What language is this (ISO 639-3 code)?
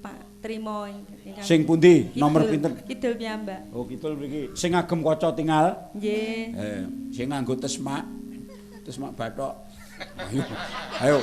jav